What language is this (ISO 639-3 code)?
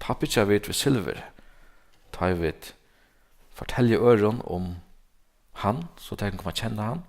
fao